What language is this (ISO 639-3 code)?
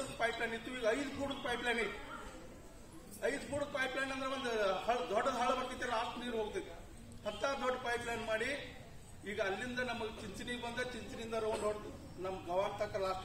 kan